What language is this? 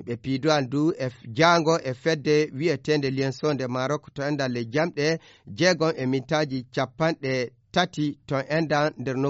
Fula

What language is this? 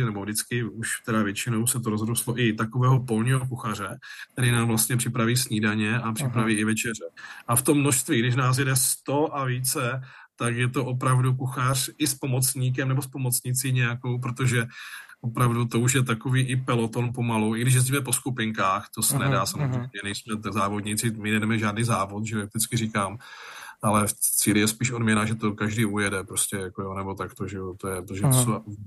Czech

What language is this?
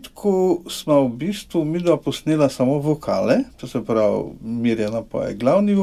Slovenian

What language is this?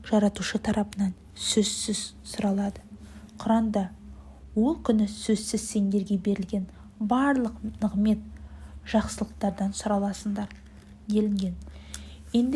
Kazakh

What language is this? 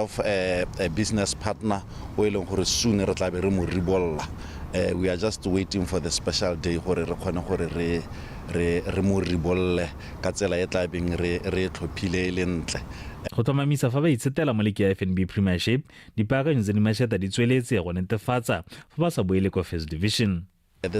Tswana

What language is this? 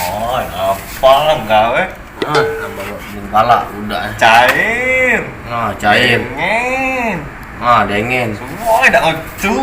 Musi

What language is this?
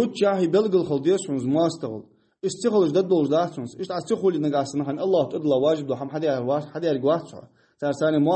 Ingush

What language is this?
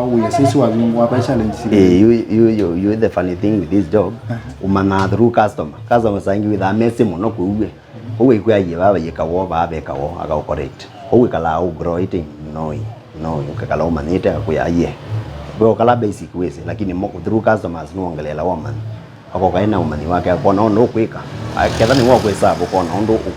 Kamba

